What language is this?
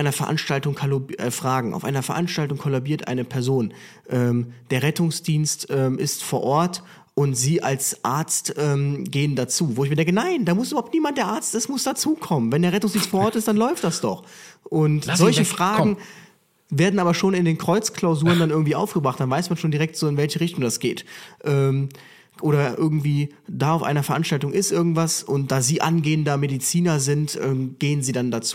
German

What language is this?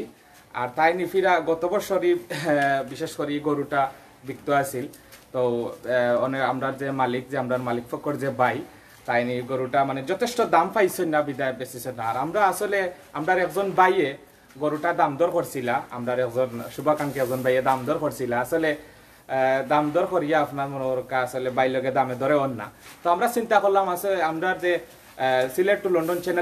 Sylheti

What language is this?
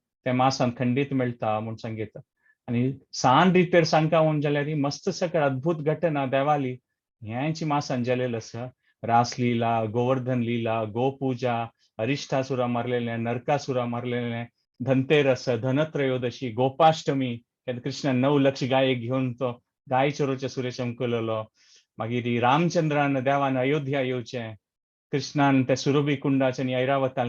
Konkani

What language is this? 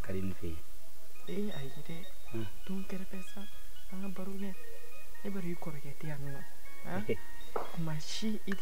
Bambara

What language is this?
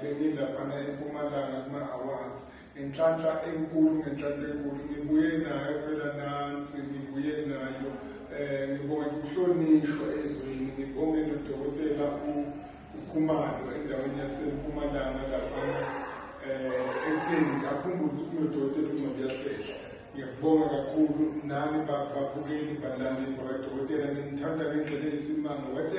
Zulu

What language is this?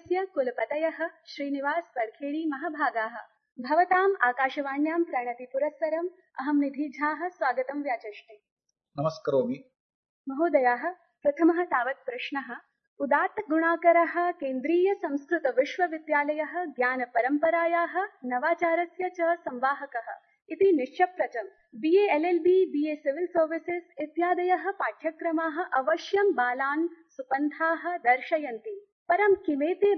Sanskrit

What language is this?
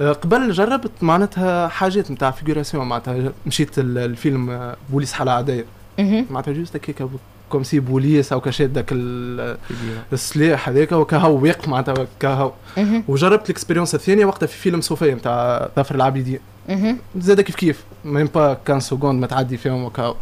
Tunisian Arabic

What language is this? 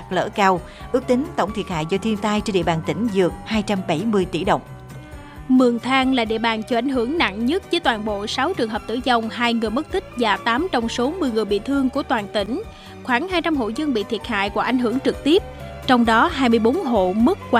Vietnamese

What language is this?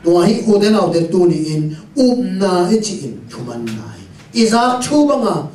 Tedim Chin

